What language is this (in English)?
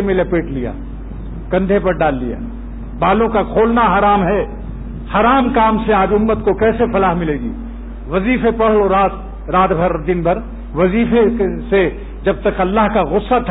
Urdu